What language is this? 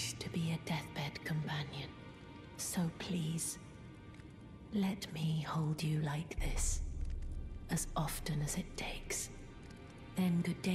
English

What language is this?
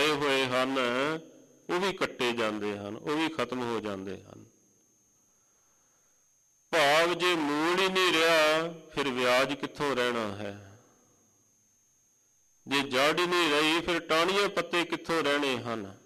Punjabi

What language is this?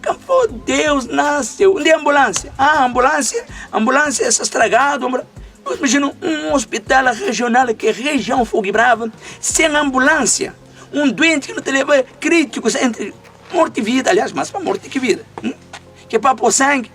Kabuverdianu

